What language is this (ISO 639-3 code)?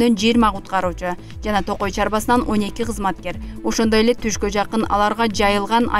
kir